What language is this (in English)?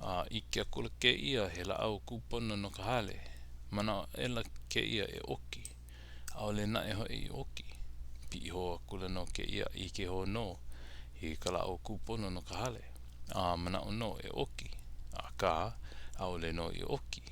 Hawaiian